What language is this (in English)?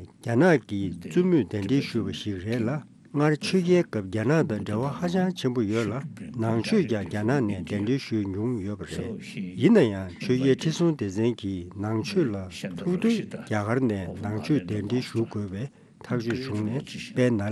Tibetan